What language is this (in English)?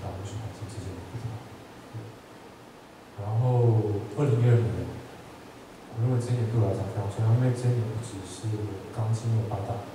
Chinese